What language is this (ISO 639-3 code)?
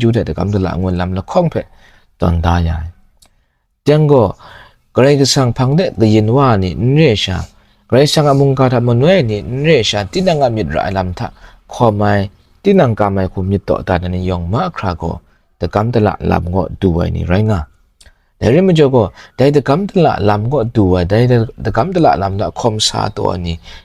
kac